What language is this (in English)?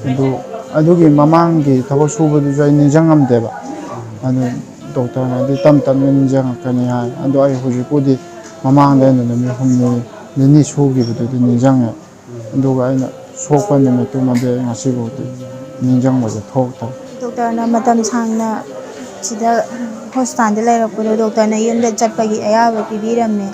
Manipuri